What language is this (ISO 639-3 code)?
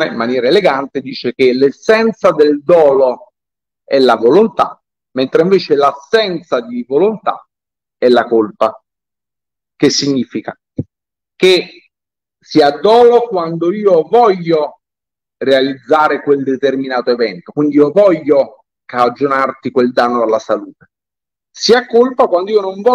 ita